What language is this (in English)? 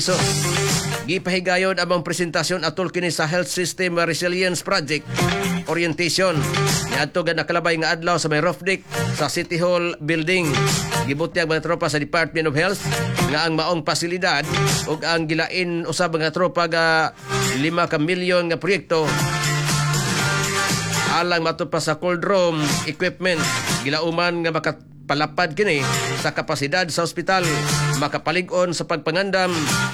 Cebuano